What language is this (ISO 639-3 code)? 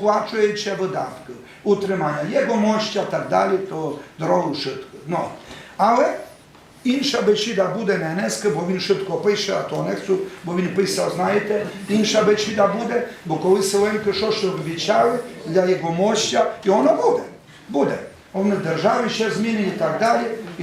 rue